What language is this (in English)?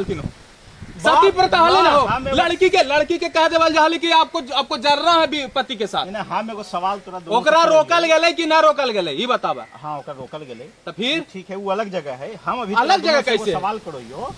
Magahi